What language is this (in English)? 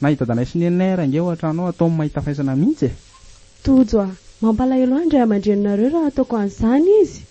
Malagasy